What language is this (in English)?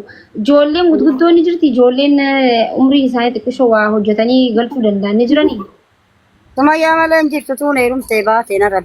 Oromo